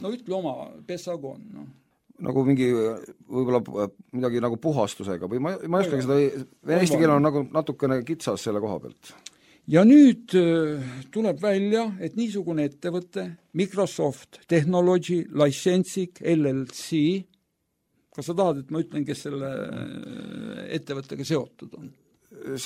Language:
Estonian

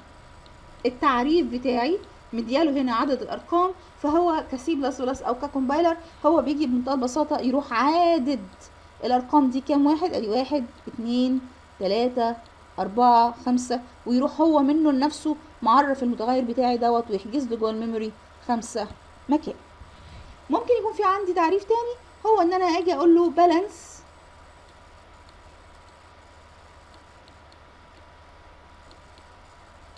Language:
Egyptian Arabic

